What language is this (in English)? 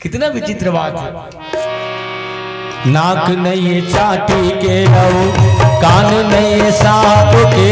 Chhattisgarhi